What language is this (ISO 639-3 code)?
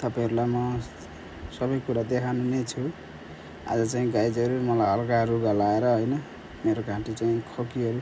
nep